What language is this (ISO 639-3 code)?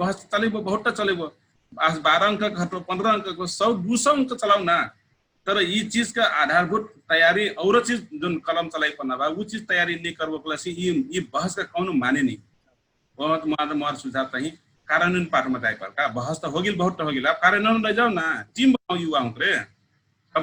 thl